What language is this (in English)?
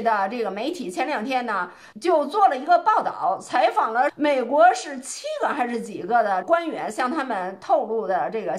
Chinese